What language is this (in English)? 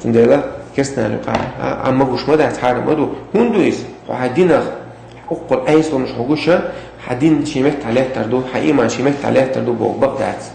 Chechen